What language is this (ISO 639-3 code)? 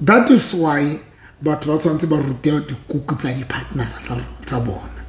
sot